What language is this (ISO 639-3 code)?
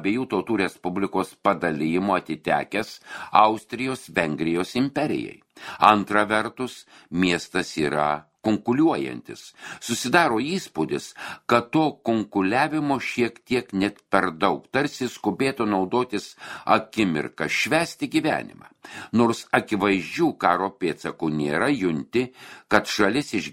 lit